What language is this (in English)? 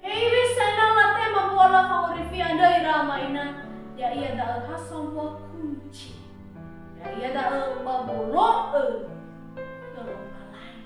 Nias